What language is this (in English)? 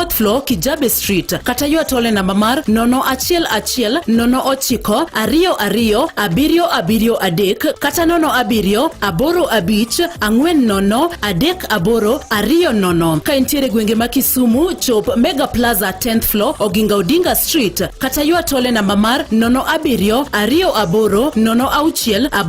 Luo (Kenya and Tanzania)